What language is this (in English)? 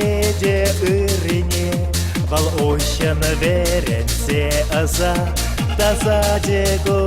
Chuvash